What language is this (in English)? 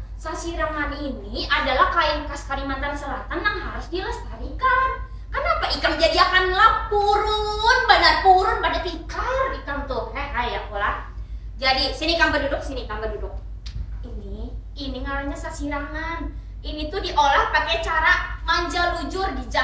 Banjar